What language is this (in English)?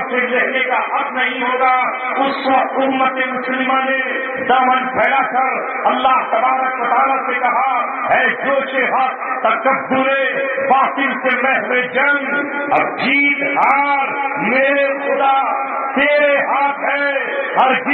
Urdu